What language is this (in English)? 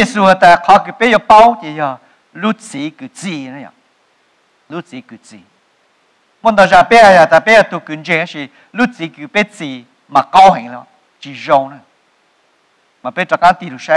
Vietnamese